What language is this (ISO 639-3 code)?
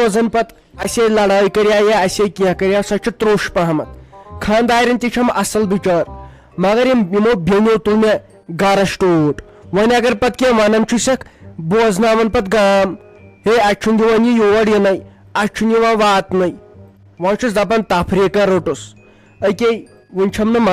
kas